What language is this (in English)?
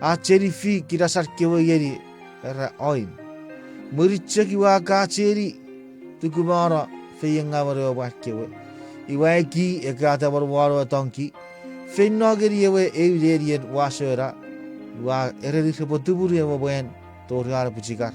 Chuukese